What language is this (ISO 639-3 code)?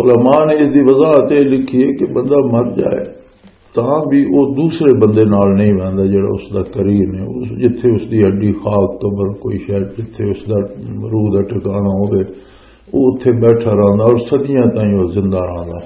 lah